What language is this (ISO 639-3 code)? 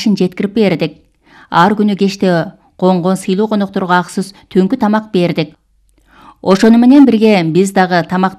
kir